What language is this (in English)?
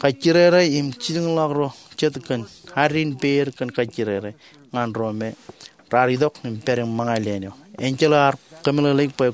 Marshallese